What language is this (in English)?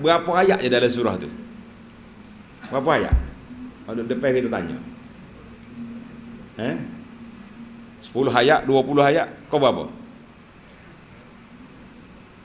Malay